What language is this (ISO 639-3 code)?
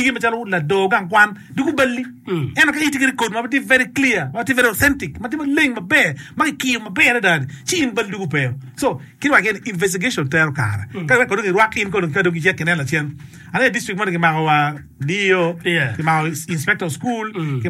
ach